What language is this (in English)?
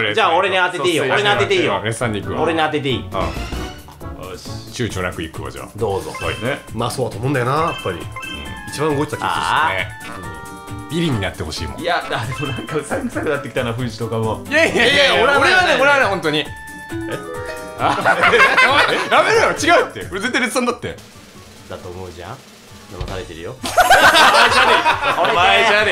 Japanese